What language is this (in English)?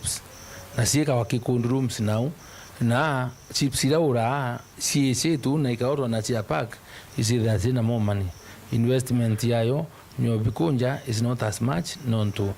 Meru